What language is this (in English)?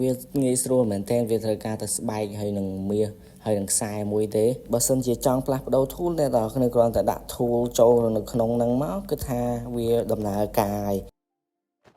Khmer